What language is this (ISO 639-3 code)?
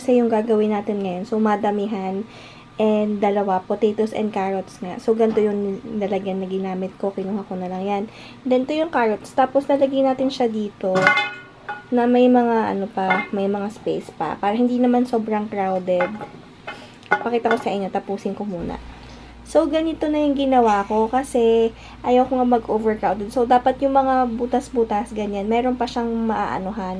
fil